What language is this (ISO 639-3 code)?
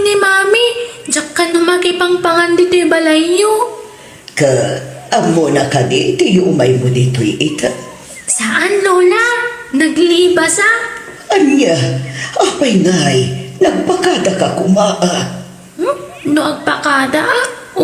ilo